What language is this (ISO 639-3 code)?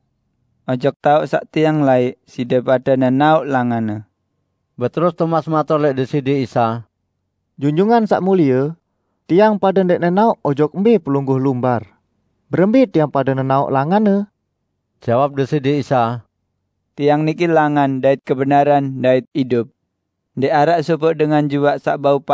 sas